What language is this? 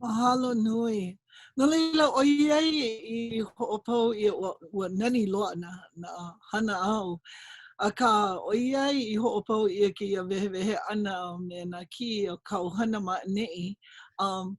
Hawaiian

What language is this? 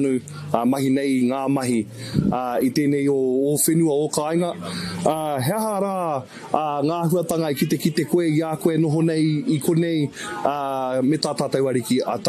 Māori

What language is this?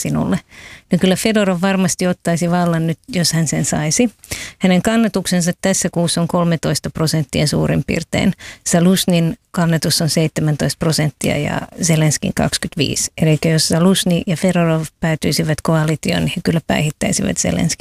Finnish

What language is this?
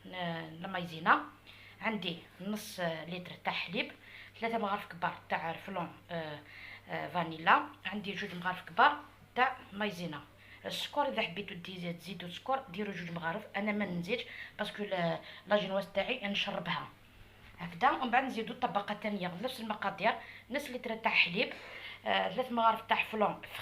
Algerian Arabic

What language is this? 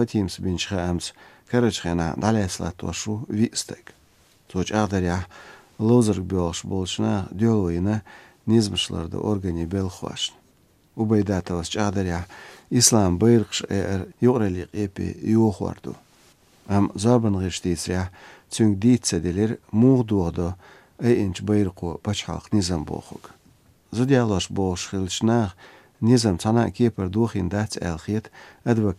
Latvian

